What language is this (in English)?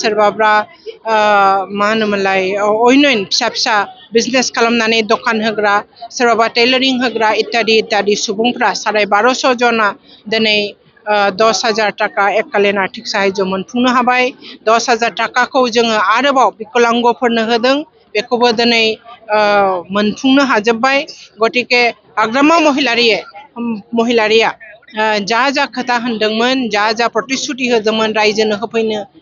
Bodo